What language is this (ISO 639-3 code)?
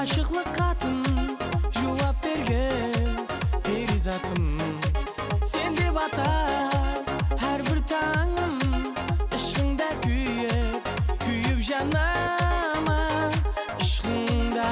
kaa